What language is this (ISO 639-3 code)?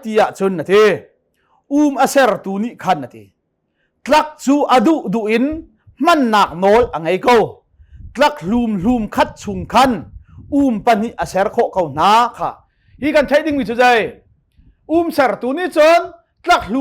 cnh